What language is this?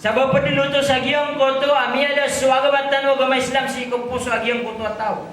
Maranao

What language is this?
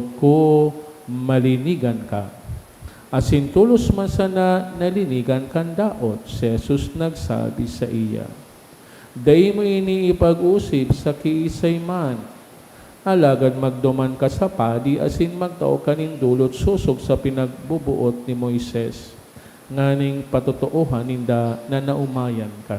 Bikol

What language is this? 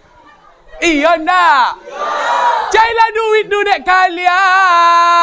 Minangkabau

